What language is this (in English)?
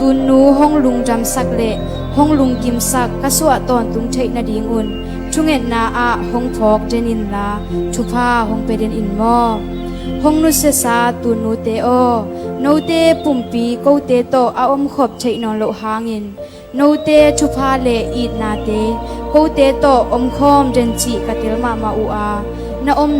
Tedim Chin